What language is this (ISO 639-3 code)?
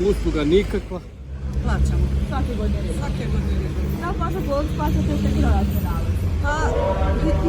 bos